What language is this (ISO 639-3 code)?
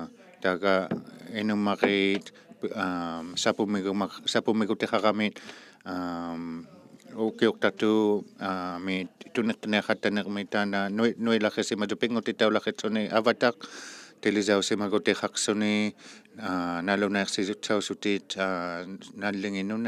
iku